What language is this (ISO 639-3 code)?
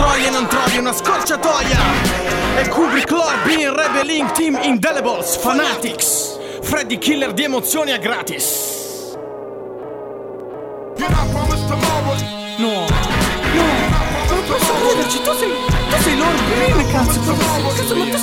ita